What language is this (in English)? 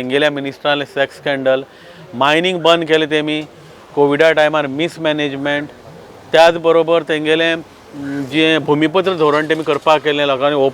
Konkani